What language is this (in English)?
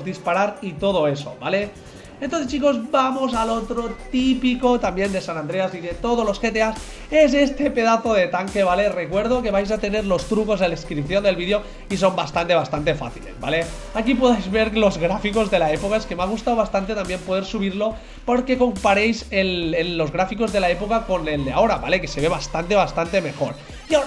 Spanish